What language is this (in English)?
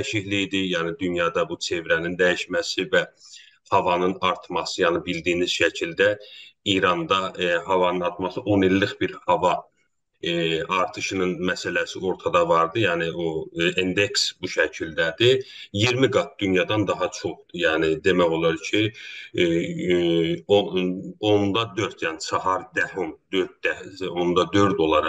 South Azerbaijani